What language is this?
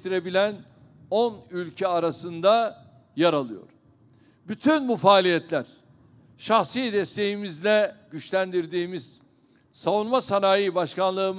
Turkish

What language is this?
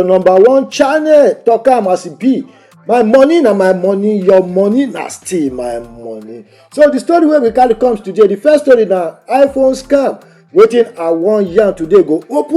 Nigerian Pidgin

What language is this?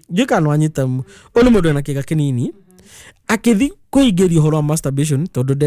Kikuyu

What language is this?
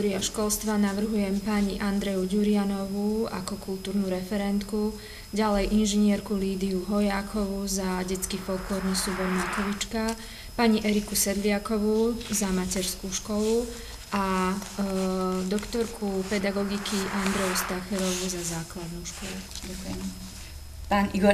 Slovak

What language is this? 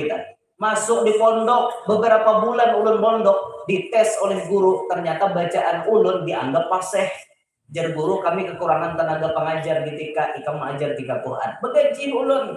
Banjar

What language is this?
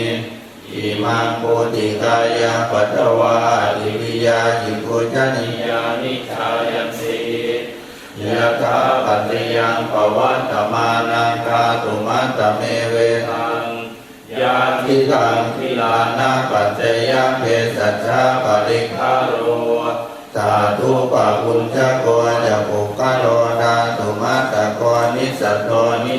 Pali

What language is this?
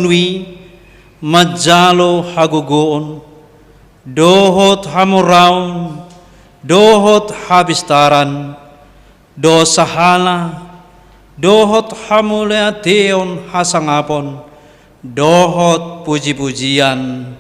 Batak Toba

